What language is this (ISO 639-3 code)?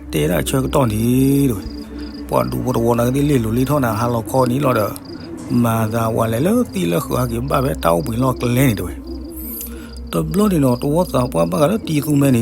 ksw